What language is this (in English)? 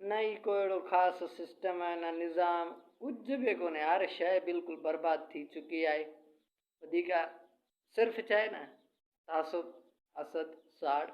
Sindhi